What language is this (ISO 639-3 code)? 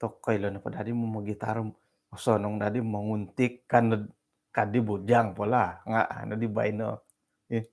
dtp